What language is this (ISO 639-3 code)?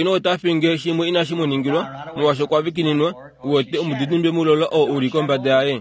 kua